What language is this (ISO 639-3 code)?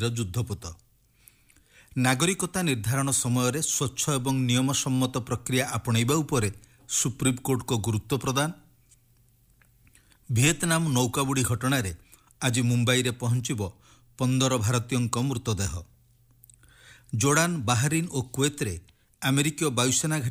ori